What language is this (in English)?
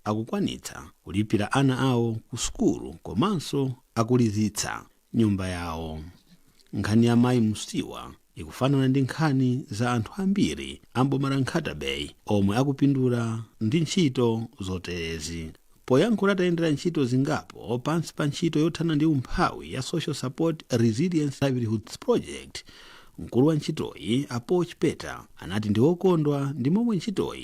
Nyanja